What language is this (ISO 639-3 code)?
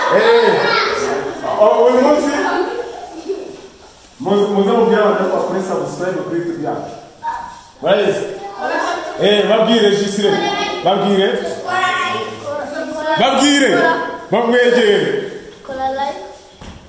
kin